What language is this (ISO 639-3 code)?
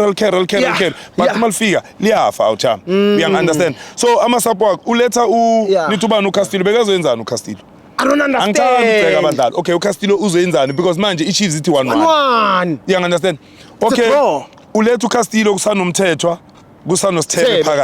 zul